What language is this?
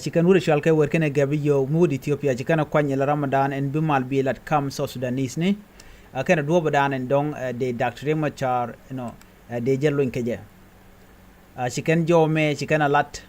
Nuer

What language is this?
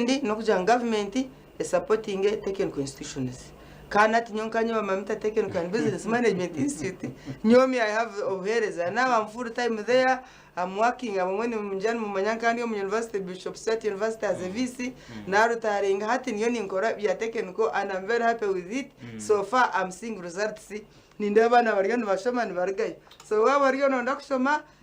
Nyankole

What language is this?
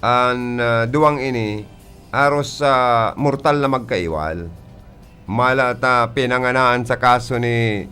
Bikol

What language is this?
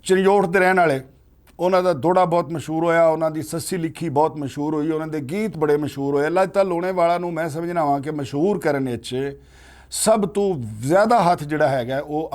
Western Panjabi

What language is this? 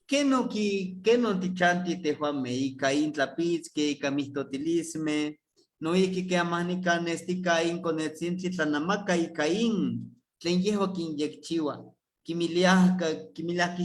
Eastern Huasteca Nahuatl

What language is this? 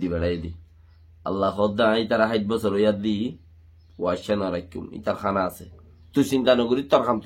Rohingya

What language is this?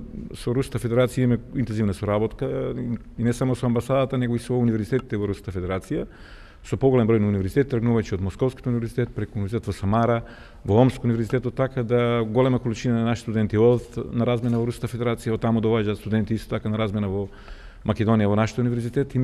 Macedonian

